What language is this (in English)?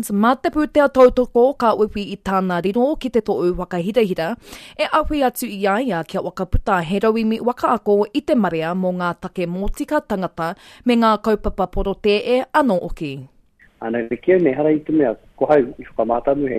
Māori